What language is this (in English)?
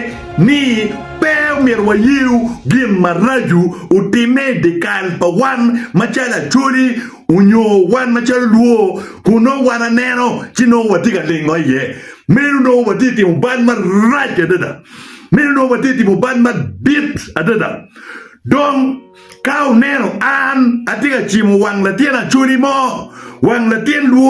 Acoli